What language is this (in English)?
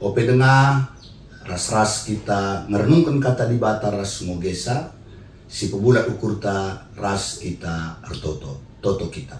Batak Karo